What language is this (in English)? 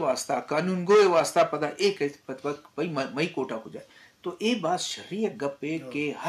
Eastern Balochi